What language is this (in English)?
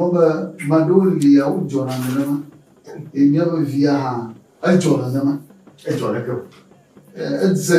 Ewe